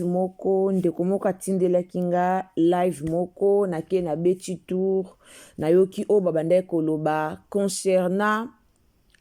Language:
Lingala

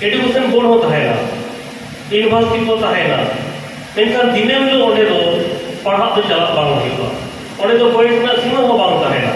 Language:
Santali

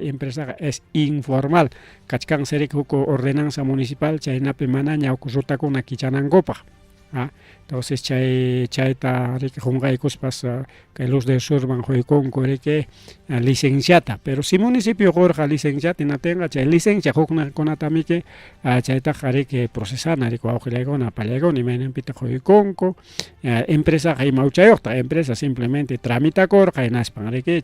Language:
Ayacucho Quechua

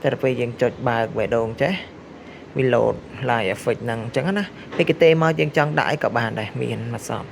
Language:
Khmer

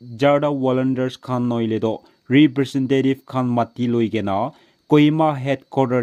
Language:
Naga Pidgin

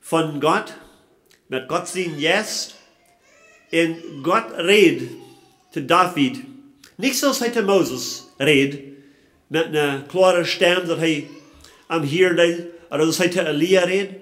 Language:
Plautdietsch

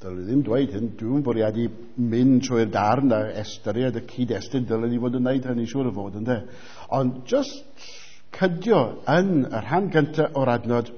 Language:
Welsh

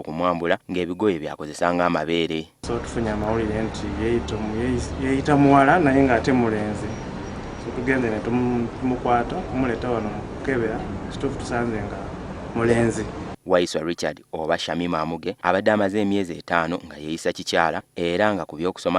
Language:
Ganda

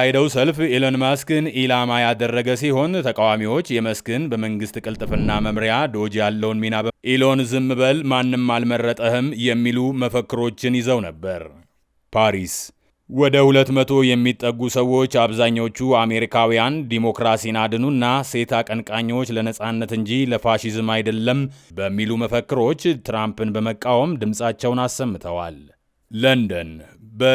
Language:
Amharic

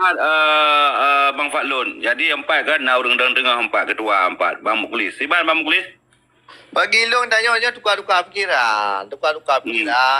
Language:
Achinese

